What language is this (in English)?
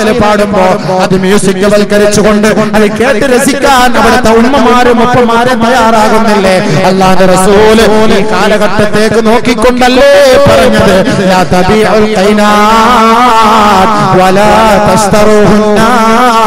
Malayalam